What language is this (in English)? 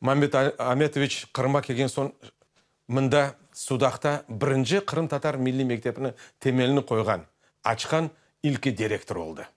Crimean Tatar